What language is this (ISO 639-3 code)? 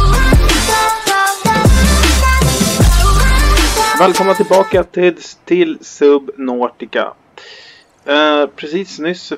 swe